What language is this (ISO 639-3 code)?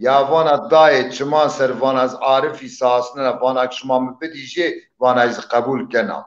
zza